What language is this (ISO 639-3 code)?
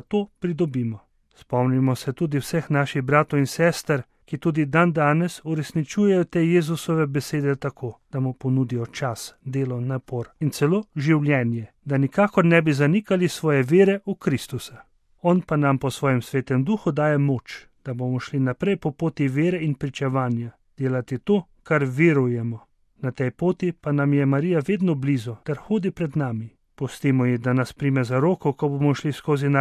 slv